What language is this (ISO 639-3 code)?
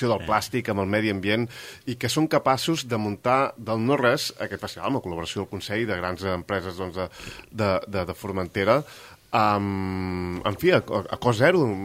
cat